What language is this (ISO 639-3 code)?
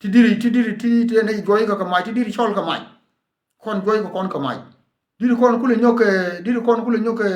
nus